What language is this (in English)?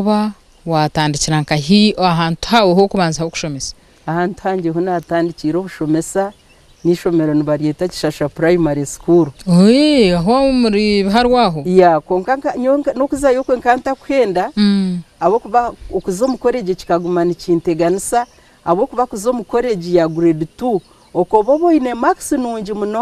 Nyankole